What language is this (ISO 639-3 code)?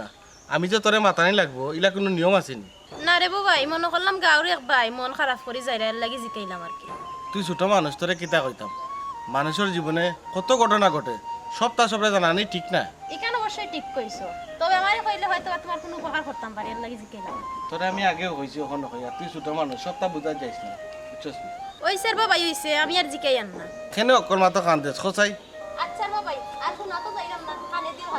syl